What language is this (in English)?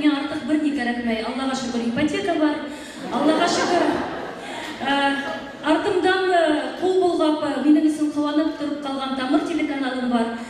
Bashkir